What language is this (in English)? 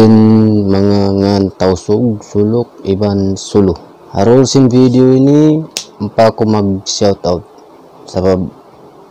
Tausug